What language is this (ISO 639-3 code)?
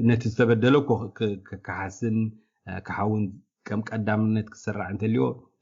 tir